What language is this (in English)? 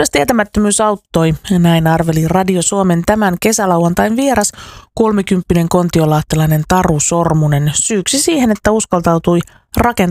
Finnish